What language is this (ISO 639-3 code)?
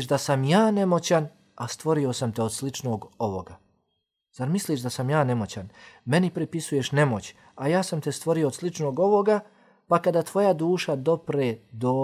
bos